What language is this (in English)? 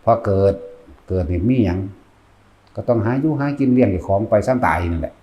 Northeastern Thai